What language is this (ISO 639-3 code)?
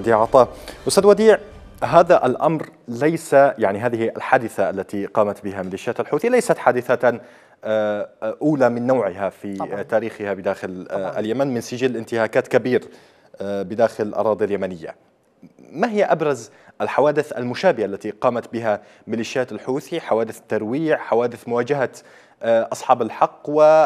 ara